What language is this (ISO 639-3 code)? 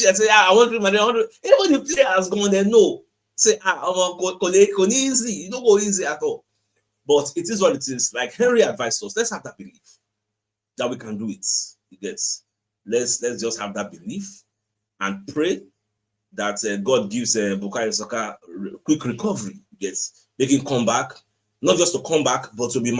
pcm